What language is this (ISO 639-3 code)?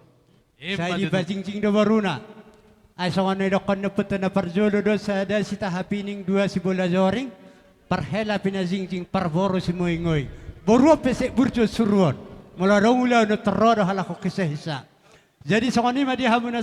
bbc